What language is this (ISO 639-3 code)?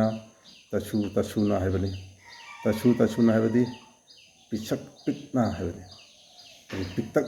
mni